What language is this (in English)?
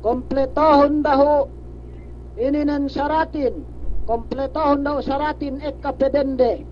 Yakan